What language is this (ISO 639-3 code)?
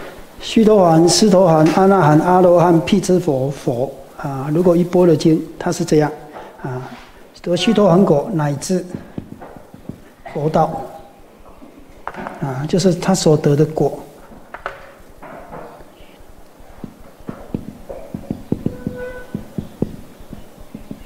zho